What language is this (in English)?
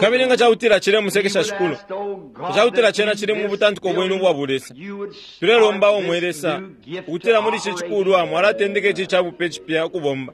Bemba